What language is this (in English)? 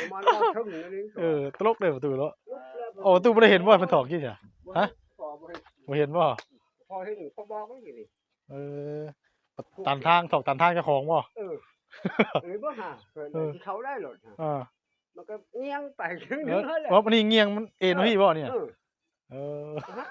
Northeastern Thai